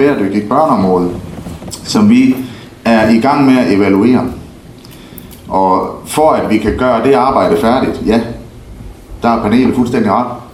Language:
Danish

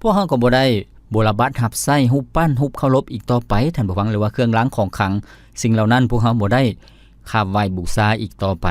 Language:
Lao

